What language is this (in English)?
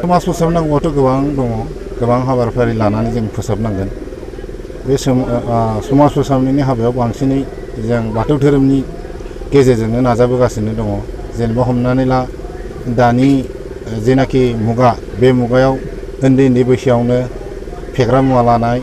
Bodo